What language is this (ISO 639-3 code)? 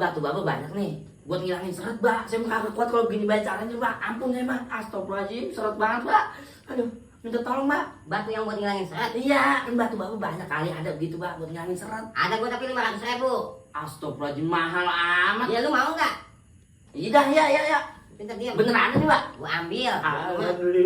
bew